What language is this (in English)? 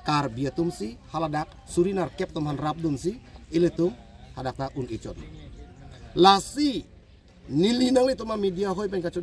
Karbi